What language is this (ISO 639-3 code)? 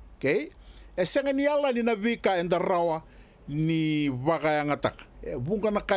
fij